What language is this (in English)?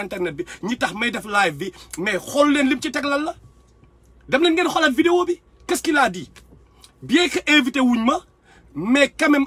Wolof